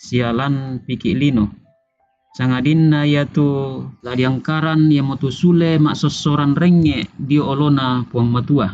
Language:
Toraja-Sa'dan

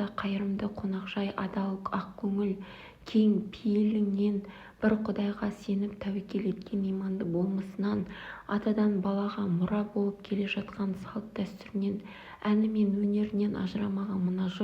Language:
Kazakh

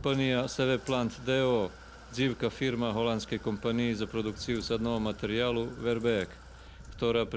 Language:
Rusyn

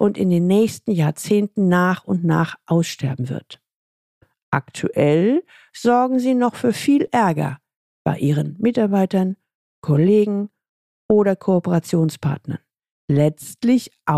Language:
German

